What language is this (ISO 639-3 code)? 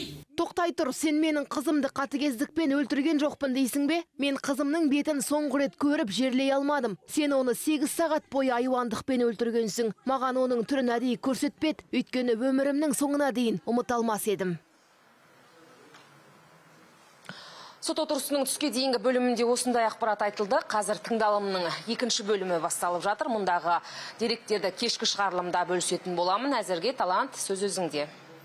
kaz